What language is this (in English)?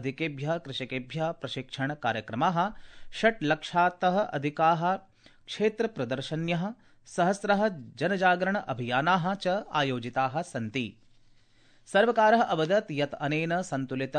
Sanskrit